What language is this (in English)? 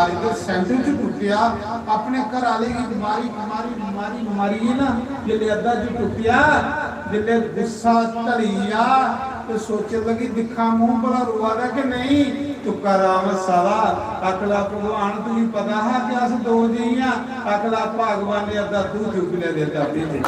Dogri